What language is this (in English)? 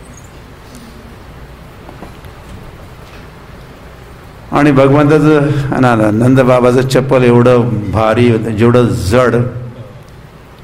Marathi